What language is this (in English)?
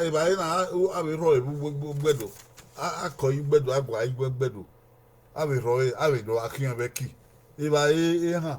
Bini